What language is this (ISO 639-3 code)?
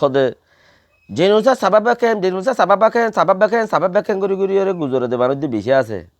rhg